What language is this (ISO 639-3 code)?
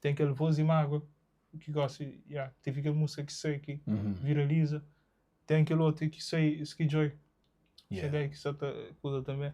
kea